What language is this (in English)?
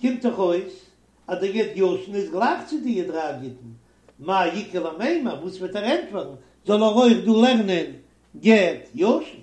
Yiddish